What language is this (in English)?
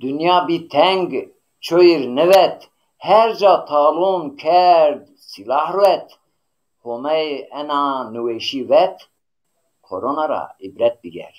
Zaza